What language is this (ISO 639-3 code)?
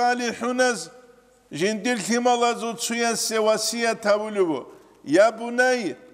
ava